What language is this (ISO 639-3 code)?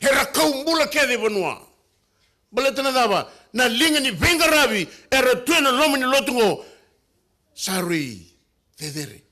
fij